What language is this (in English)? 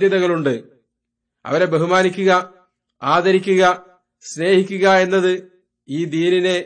Malayalam